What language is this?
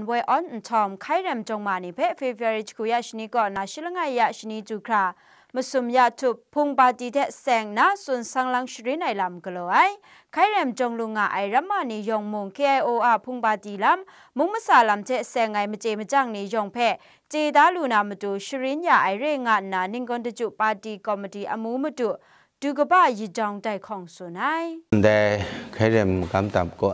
Kachin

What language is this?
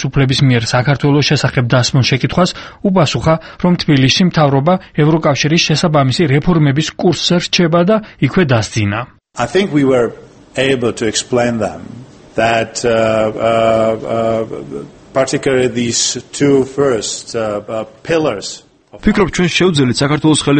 Georgian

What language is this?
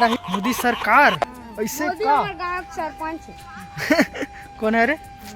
Chhattisgarhi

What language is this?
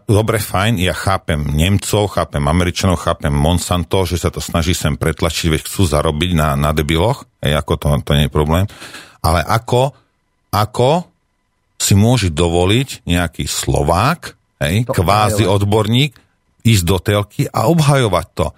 Slovak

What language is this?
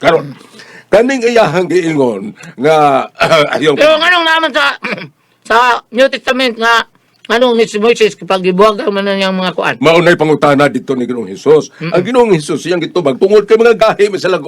Cebuano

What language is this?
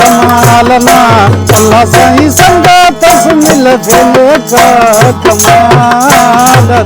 Brahui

